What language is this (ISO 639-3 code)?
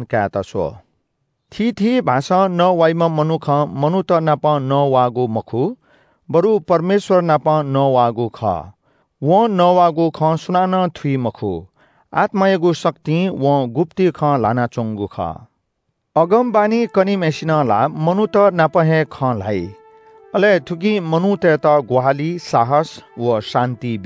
new